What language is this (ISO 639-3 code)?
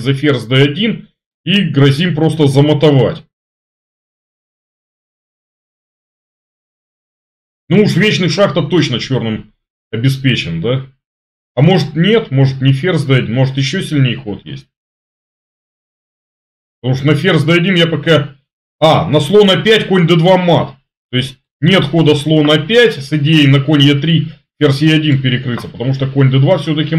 rus